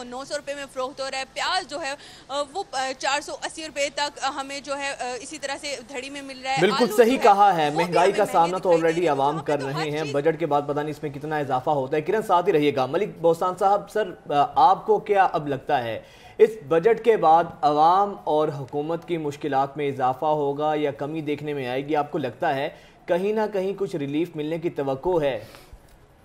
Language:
Urdu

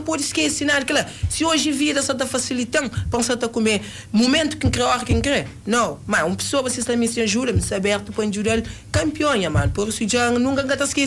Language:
Kabuverdianu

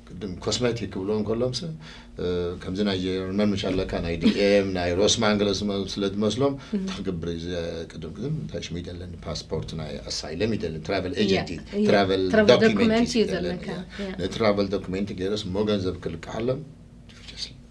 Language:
Tigrinya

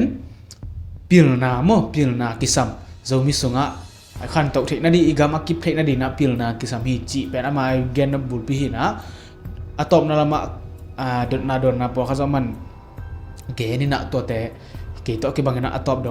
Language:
Tedim Chin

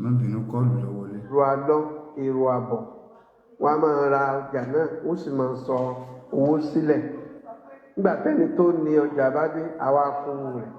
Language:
Yoruba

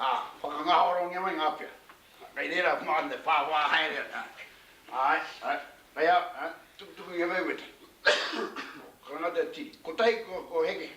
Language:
Māori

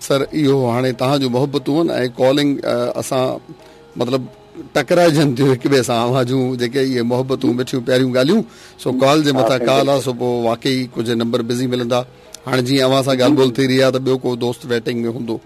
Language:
Sindhi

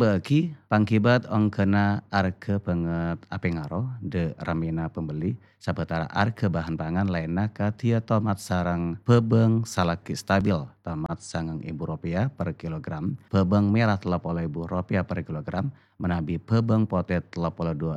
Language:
Madurese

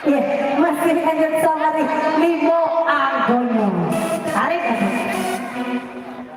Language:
Minangkabau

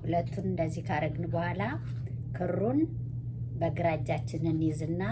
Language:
Amharic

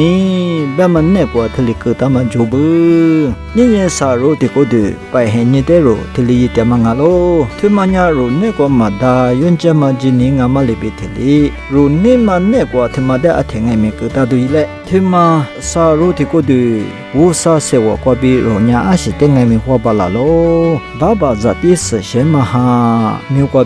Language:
Lisu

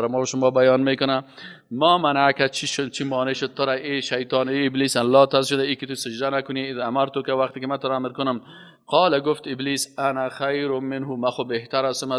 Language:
Persian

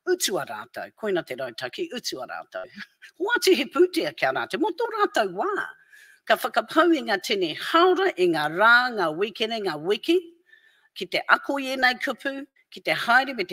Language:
Māori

